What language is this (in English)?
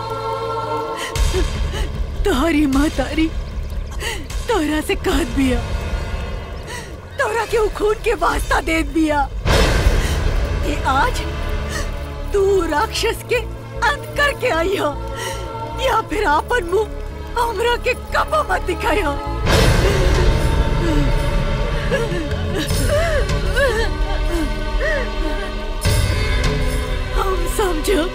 Bhojpuri